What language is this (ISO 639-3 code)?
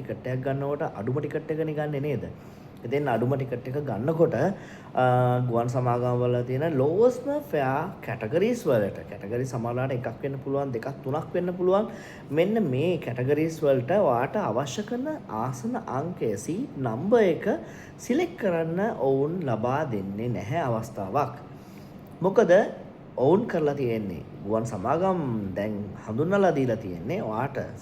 sin